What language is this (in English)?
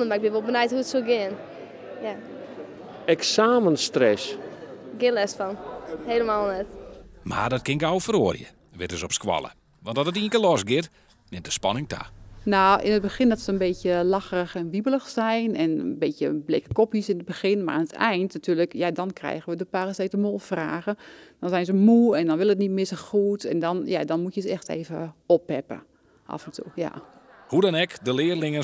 Western Frisian